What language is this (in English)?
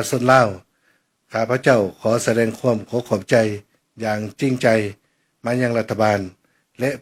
Lao